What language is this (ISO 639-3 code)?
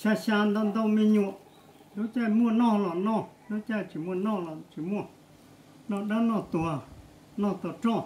hmn